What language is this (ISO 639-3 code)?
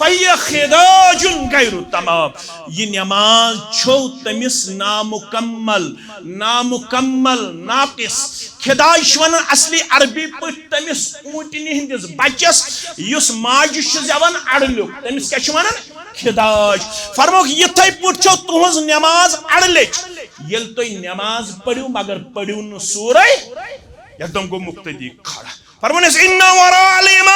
kas